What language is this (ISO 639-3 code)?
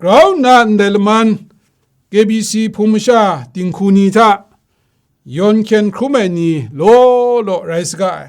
kac